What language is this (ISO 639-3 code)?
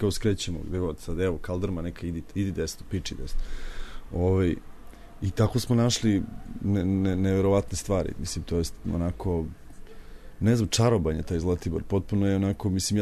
srp